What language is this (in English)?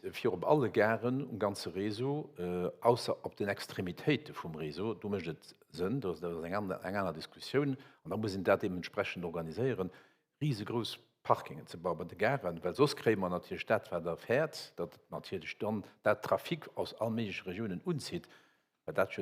Luxembourgish